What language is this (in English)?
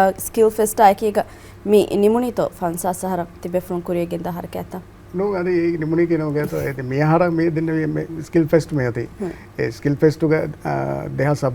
Divehi